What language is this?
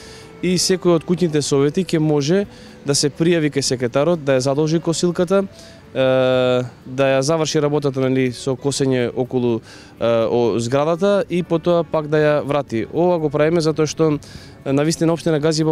Macedonian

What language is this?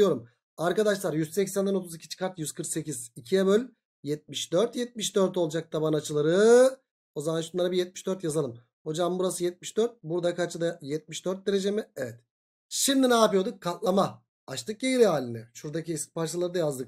Turkish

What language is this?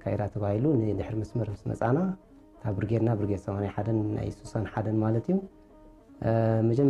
Tigrinya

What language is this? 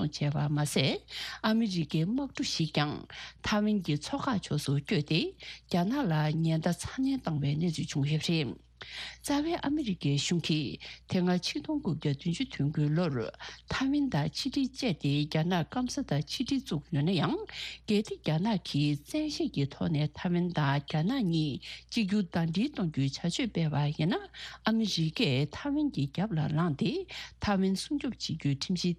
Tibetan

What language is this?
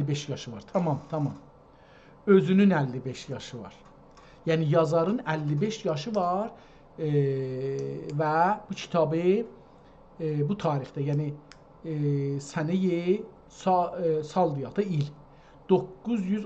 South Azerbaijani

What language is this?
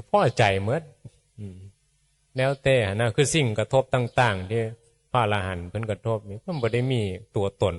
Northeastern Thai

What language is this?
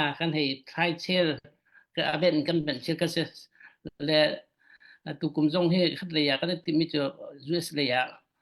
Falam Chin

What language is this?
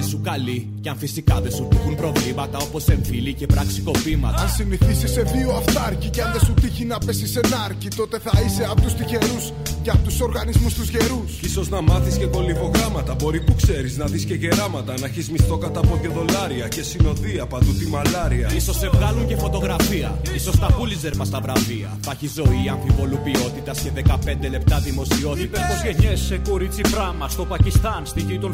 Greek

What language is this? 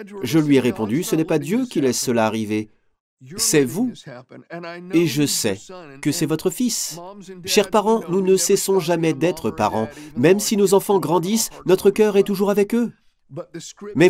French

